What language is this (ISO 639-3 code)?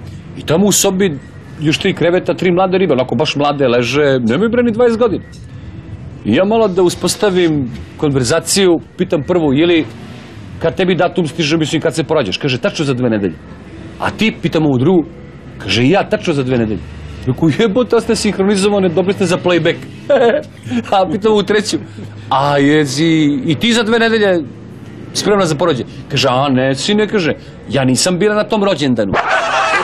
srp